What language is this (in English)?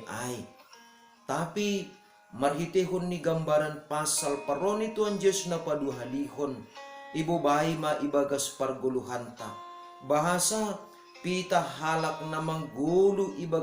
Batak Simalungun